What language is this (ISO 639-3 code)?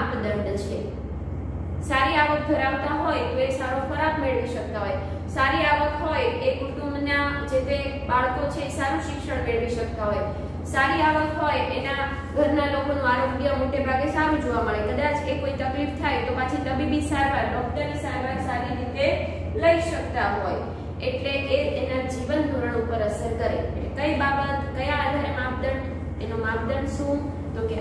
guj